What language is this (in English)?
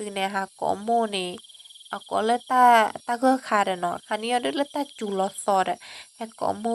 S'gaw Karen